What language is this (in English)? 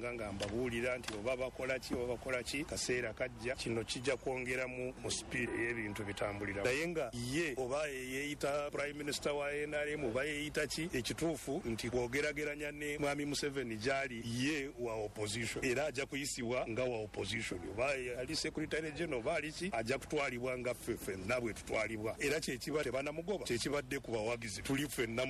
Ganda